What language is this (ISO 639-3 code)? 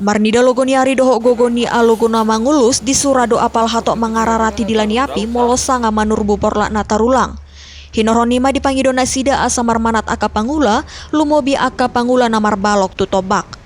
bbc